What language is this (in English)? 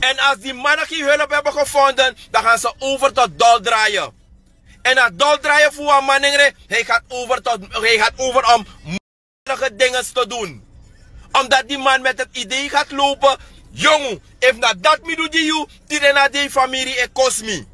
Sranan Tongo